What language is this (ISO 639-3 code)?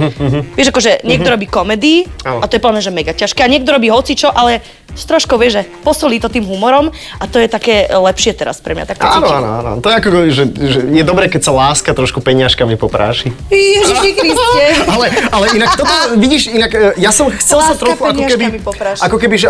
slk